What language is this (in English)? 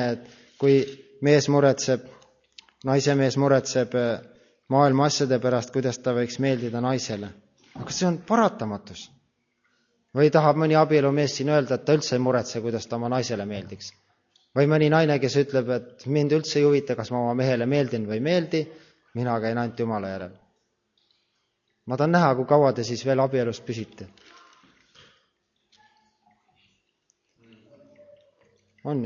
Estonian